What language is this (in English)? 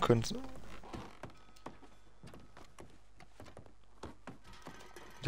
German